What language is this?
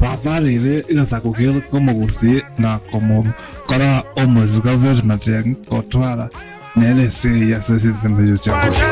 Gusii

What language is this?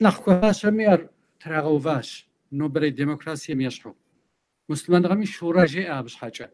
Kabardian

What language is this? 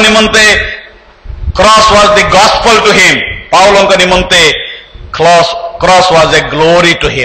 Odia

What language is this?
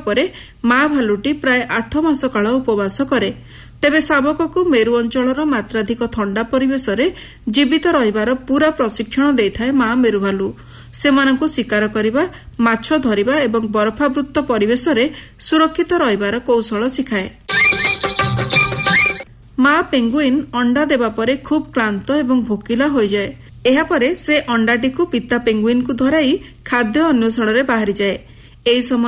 Odia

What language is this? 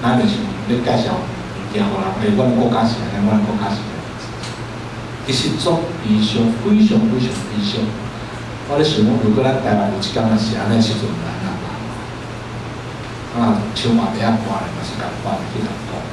Min Nan Chinese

